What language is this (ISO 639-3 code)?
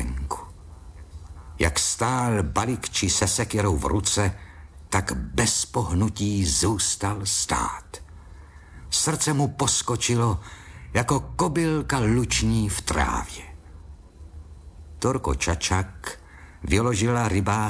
ces